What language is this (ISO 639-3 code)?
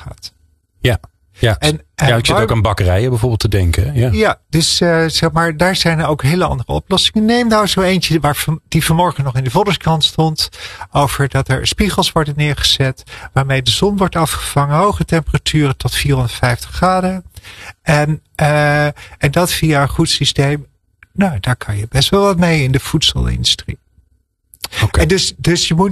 nld